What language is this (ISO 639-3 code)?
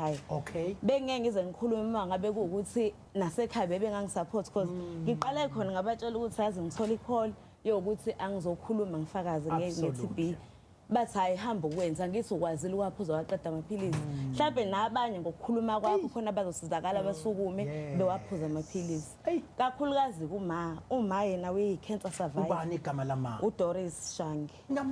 zul